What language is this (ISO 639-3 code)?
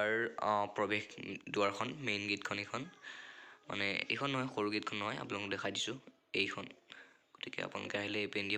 asm